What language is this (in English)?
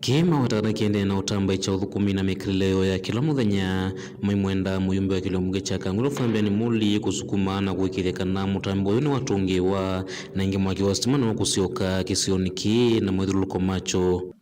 Kamba